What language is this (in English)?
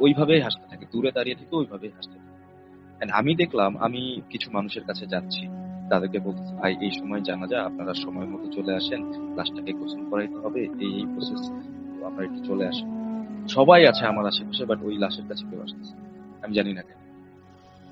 Bangla